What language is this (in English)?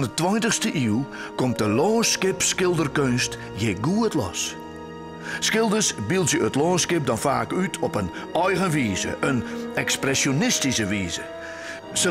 Western Frisian